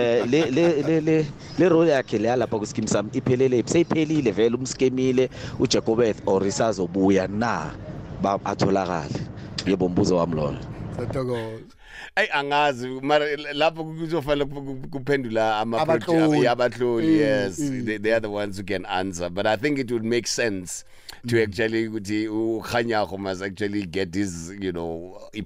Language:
South Ndebele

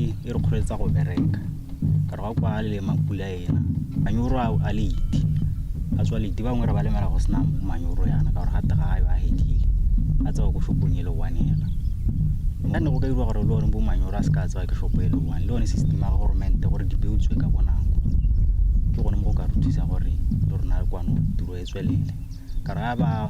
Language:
Tswana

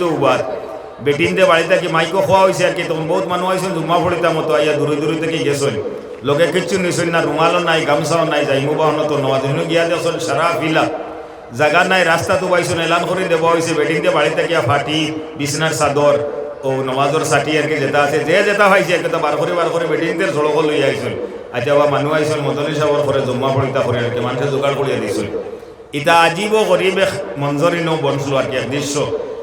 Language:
Sylheti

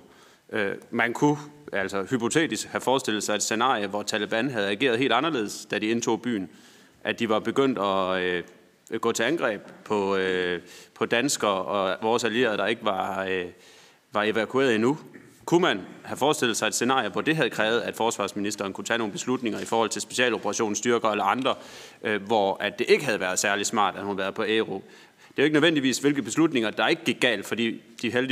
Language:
Danish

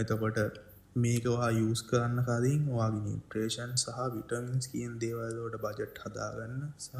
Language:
Sinhala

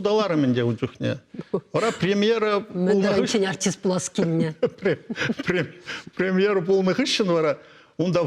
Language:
Chuvash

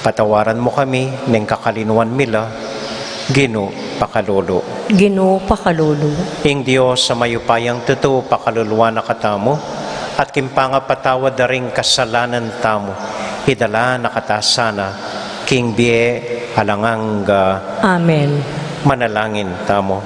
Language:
Pampanga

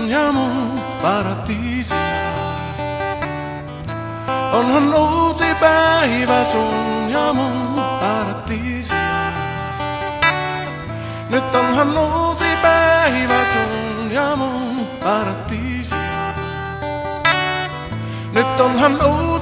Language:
Finnish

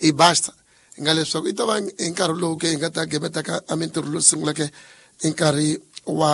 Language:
Tsonga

